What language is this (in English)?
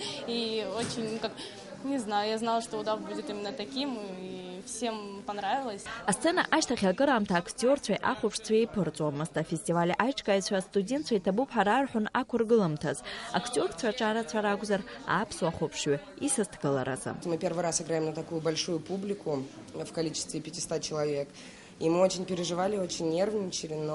Abkhazian